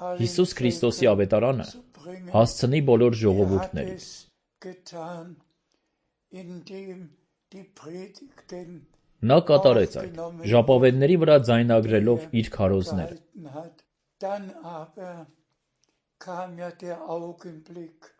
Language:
Armenian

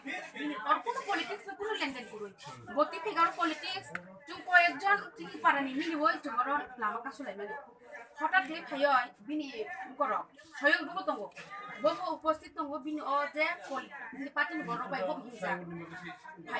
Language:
Kok Borok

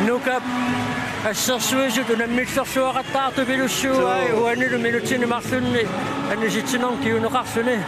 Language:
Kalaallisut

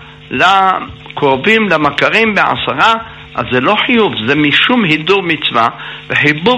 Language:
Hebrew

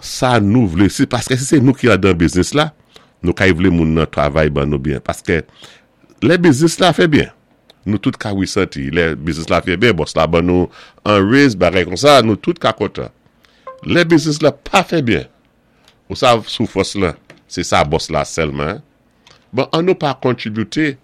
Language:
Saint Lucian Creole French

